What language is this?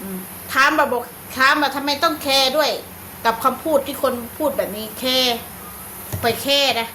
Northeastern Thai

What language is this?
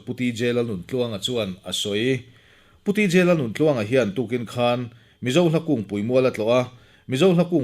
Mizo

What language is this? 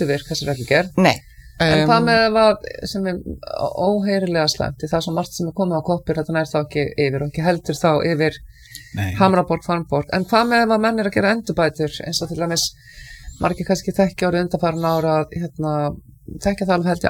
Icelandic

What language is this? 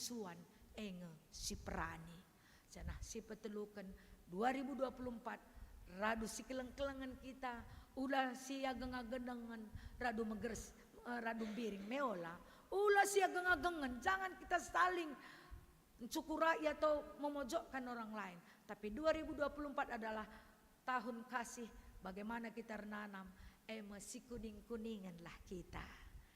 Batak Karo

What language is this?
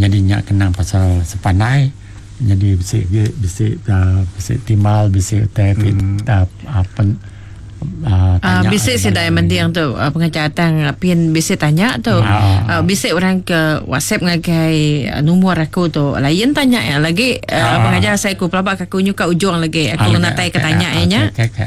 Iban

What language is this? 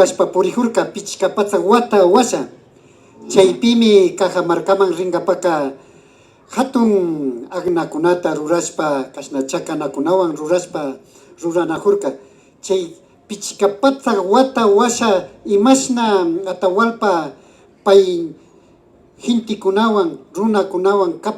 Imbabura Highland Quichua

